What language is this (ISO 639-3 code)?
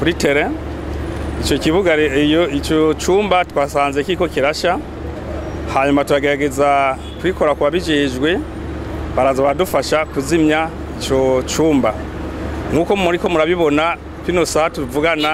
run